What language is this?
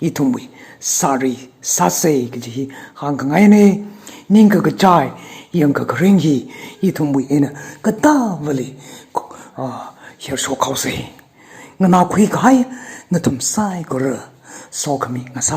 Tangkhul Naga (India)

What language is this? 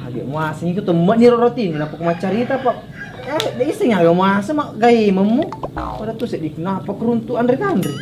Buginese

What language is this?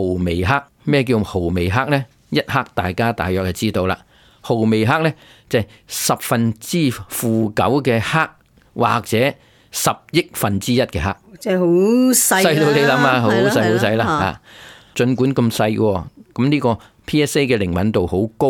Cantonese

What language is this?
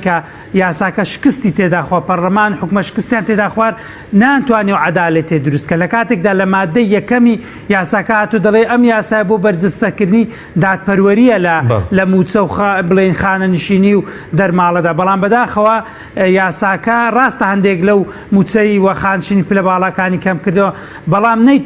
Central Kurdish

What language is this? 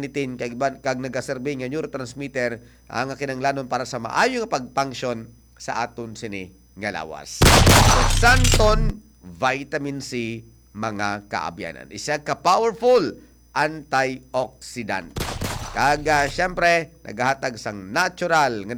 Hiligaynon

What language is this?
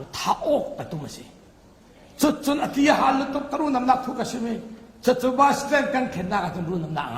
Falam Chin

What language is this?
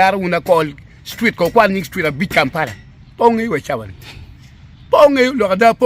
Acoli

